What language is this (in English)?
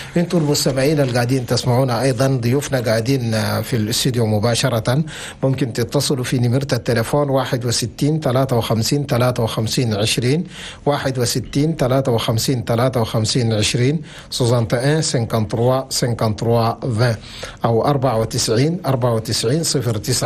Chadian Arabic